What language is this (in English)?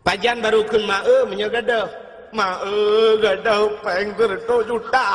Achinese